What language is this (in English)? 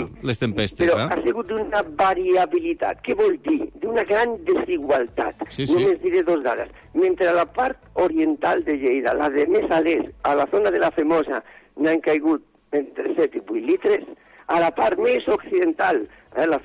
Catalan